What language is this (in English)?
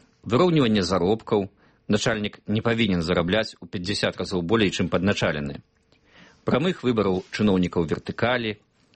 Belarusian